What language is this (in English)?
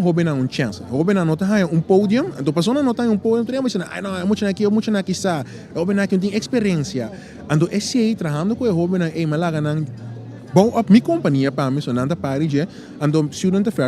Papiamento